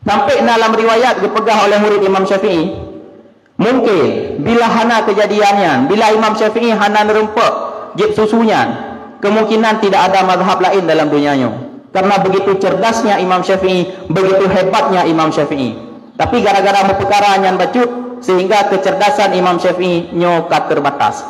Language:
Achinese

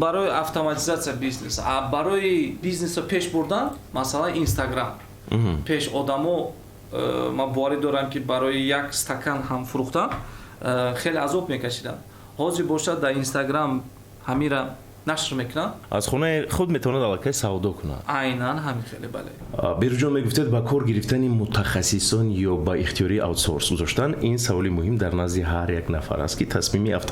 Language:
Tajik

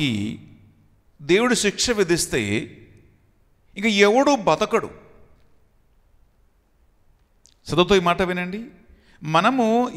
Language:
Telugu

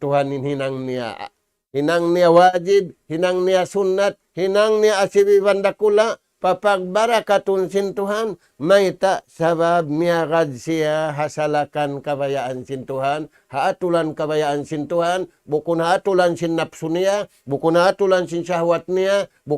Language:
Tausug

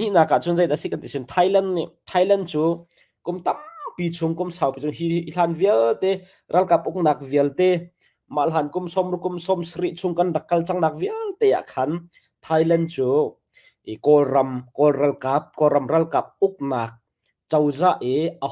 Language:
Hakha Chin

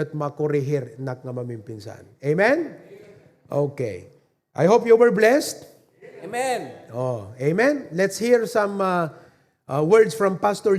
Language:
Iloko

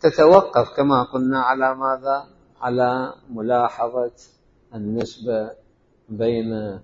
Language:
Mesopotamian Arabic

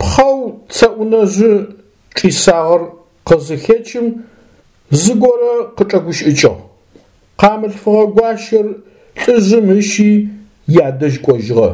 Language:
Adyghe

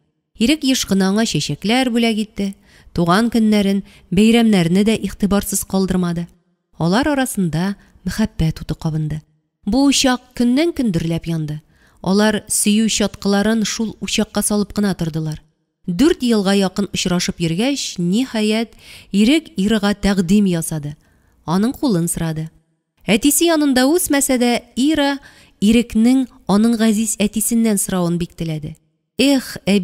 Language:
Tatar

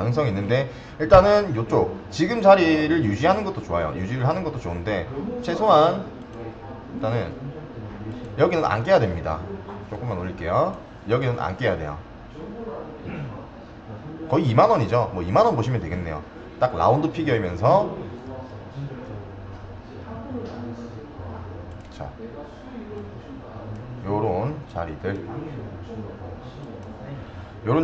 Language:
Korean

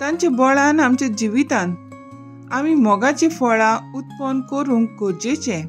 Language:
Konkani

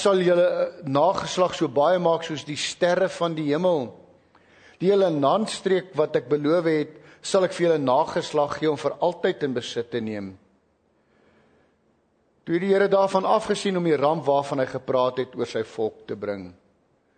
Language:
Afrikaans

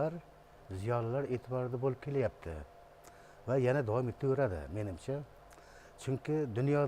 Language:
Uzbek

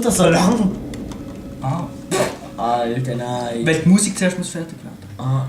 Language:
Swiss German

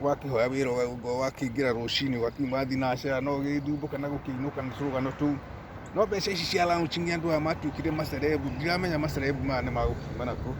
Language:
Kikuyu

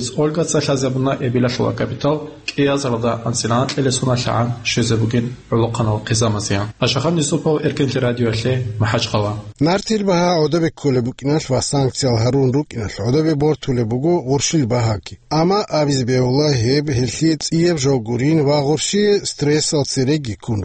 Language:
Avaric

